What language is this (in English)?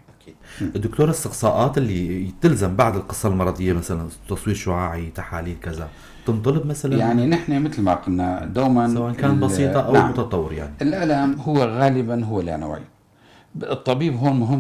North Levantine Arabic